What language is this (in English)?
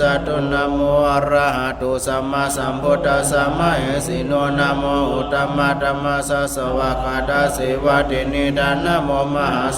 Pali